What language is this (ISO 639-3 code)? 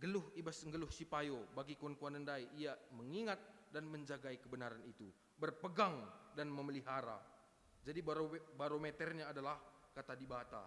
btx